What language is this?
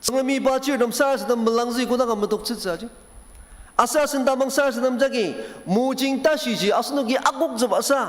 Ao Naga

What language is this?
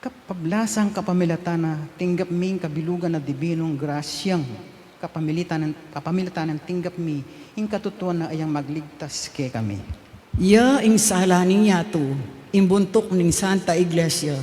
Pampanga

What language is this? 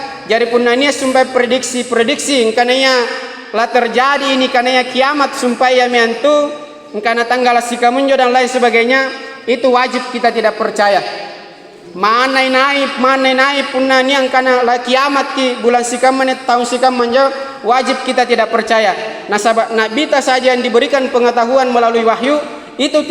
Makasar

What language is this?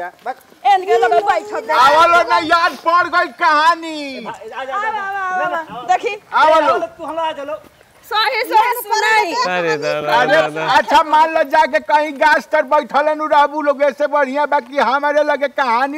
Bhojpuri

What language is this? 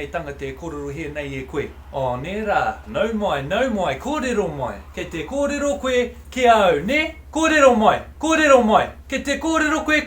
Māori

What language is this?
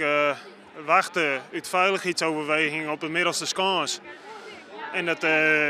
Western Frisian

